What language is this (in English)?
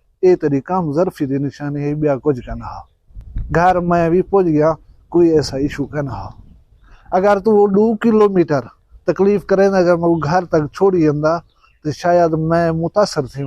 Saraiki